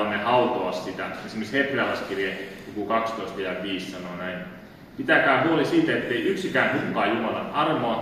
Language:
Finnish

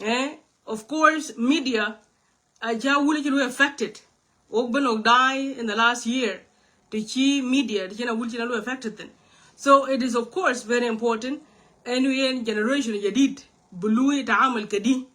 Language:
Nuer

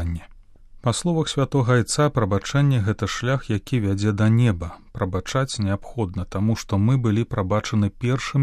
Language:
Belarusian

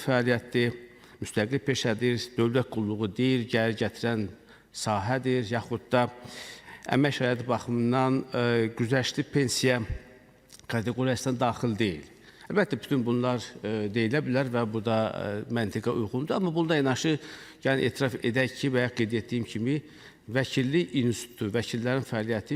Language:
Azerbaijani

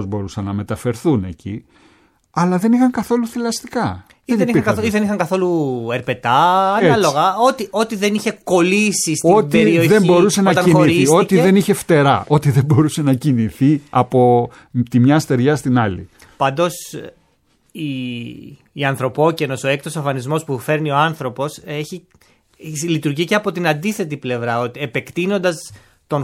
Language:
Greek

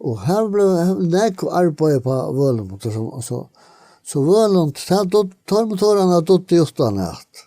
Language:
Faroese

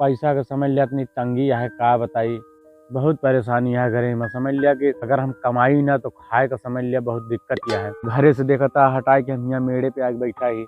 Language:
Awadhi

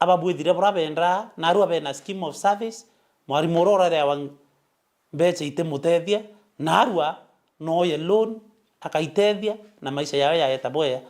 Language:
Meru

